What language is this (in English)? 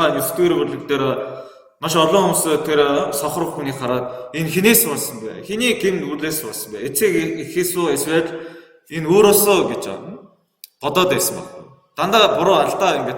Mongolian